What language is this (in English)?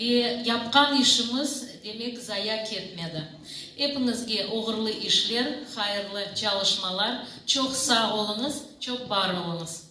Crimean Tatar